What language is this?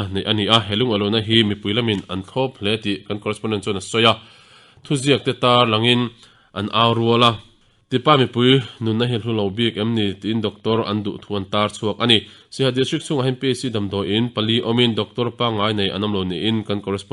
Mizo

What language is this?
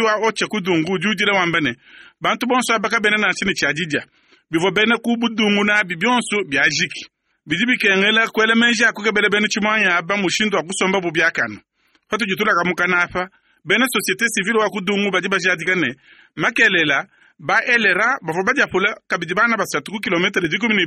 Luba-Lulua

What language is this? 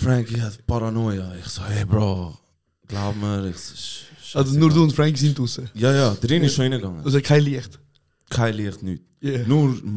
Swiss German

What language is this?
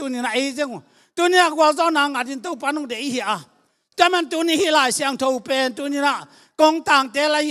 Tedim Chin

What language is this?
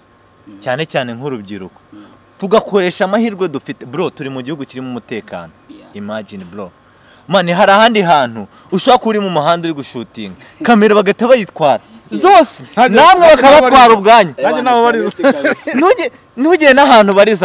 Kinyarwanda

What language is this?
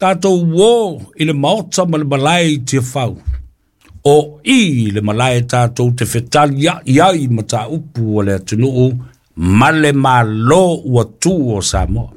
Samoan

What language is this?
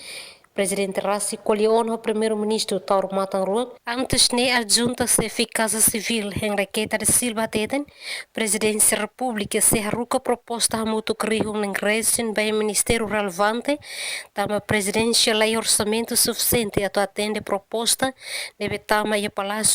Tetum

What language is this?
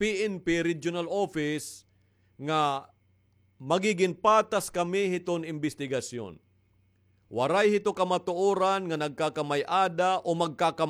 Waray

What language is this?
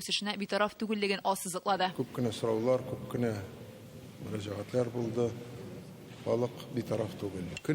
Tatar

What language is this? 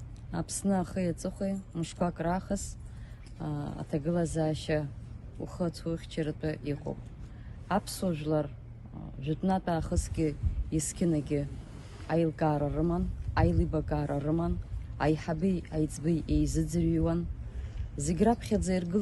Abkhazian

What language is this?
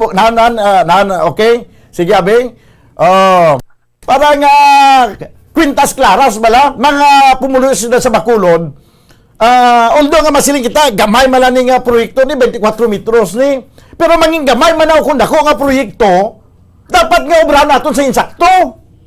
Hiligaynon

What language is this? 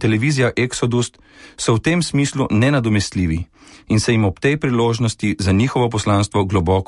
Slovenian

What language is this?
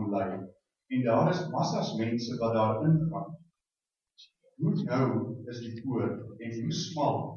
Afrikaans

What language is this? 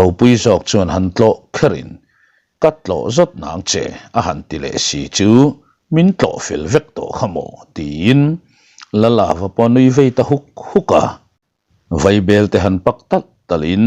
Mizo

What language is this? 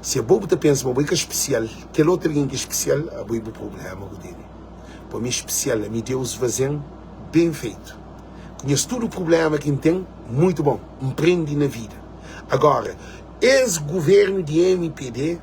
Kabuverdianu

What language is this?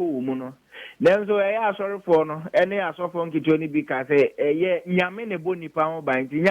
Akan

